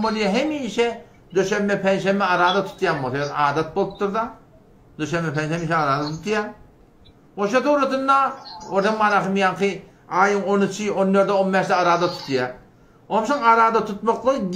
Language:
Turkmen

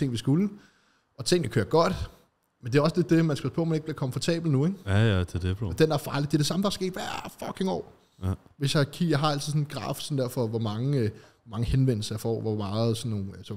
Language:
Danish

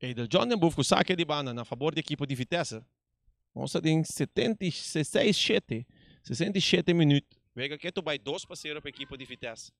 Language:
Papiamento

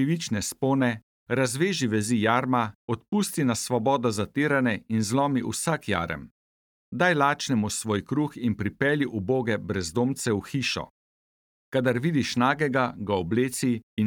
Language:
Slovenian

